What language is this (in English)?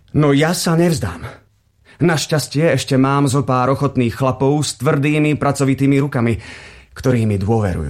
Slovak